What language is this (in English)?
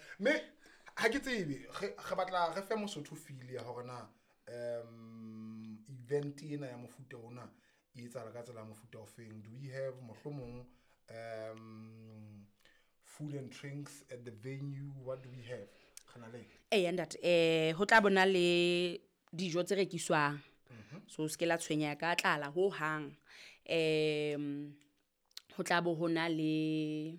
Southern Sotho